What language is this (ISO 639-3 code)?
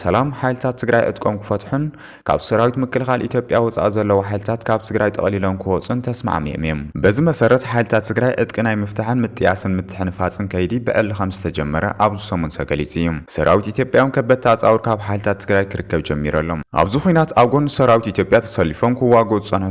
tir